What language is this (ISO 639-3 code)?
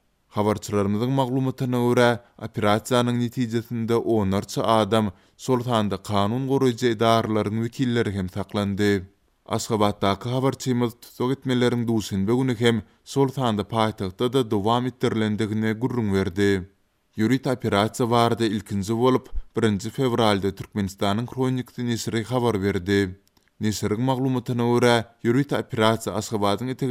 tuk